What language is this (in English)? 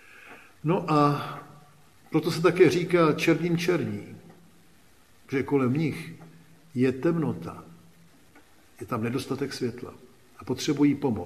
Czech